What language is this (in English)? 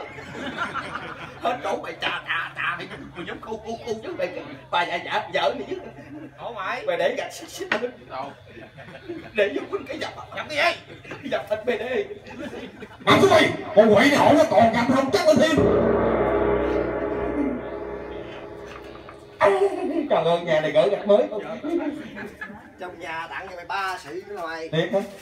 Vietnamese